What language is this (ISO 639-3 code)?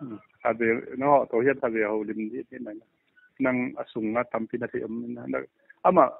ctd